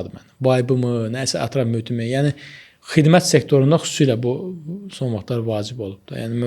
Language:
Azerbaijani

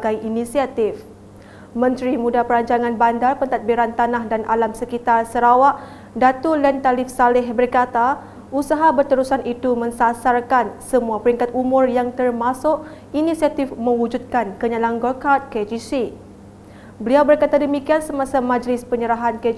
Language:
Malay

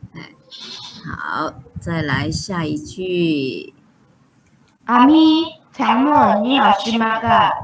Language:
Hakka Chinese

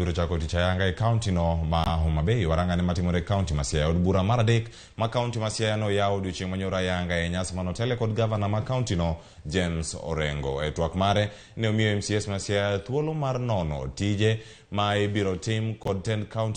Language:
Luo (Kenya and Tanzania)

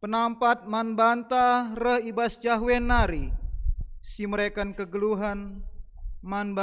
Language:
Batak Karo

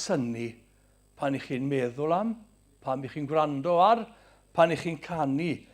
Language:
Welsh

